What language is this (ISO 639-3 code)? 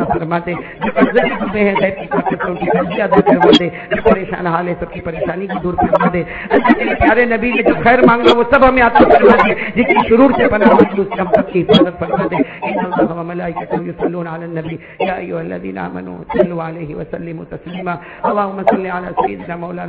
urd